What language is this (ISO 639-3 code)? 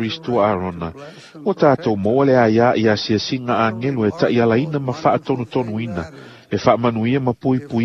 smo